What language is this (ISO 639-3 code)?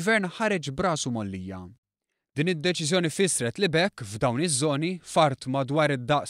mlt